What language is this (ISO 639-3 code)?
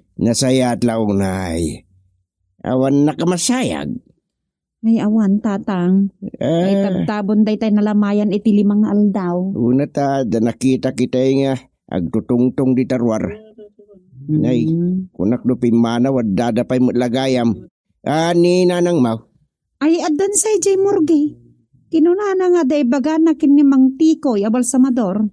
ilo